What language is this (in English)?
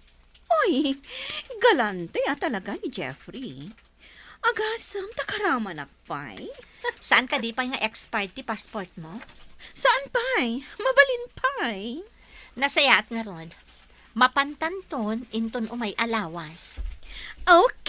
Iloko